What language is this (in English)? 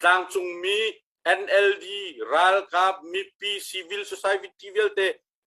Hakha Chin